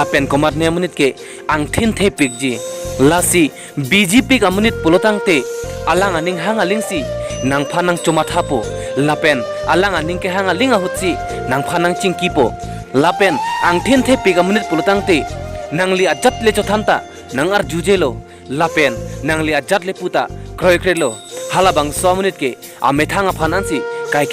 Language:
Karbi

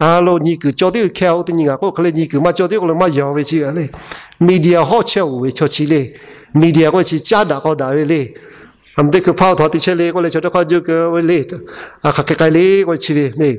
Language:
Lahu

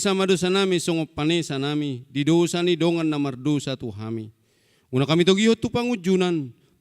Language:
Batak Toba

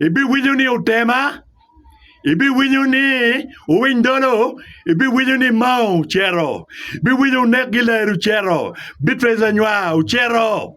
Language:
Acoli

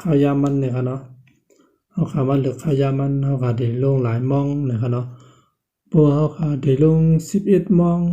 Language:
Shan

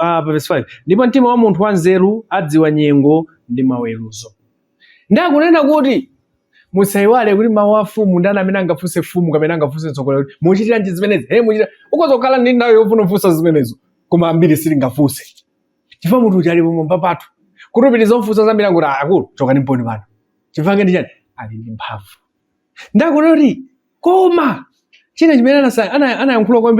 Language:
Nyanja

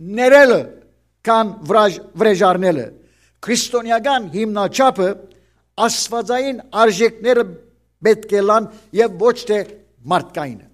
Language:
Western Armenian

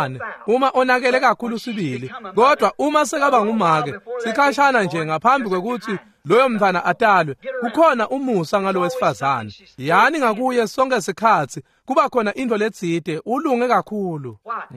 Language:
Swati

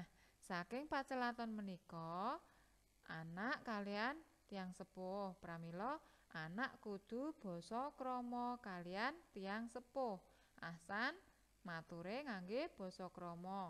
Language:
Javanese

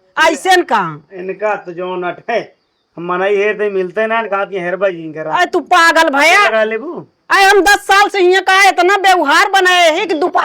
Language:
Awadhi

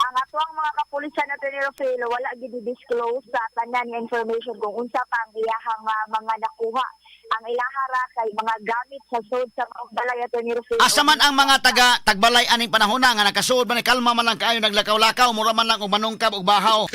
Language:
Cebuano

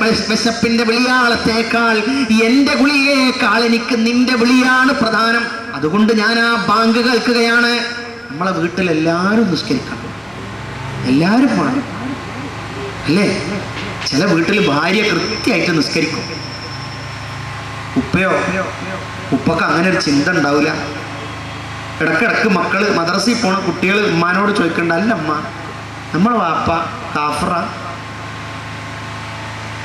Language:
Malayalam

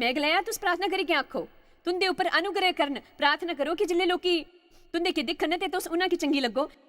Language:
Dogri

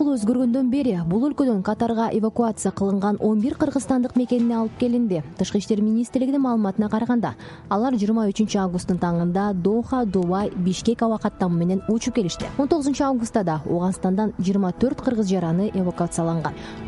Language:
Kyrgyz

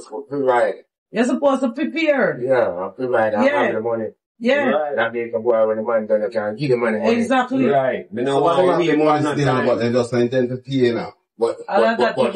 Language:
Jamaican Creole English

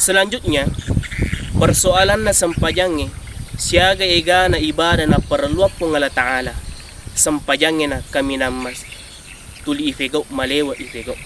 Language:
Buginese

